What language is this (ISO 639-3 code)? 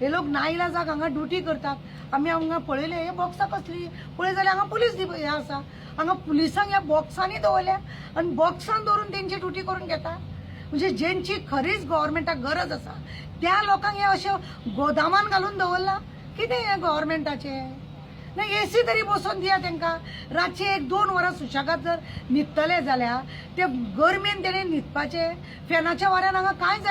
kok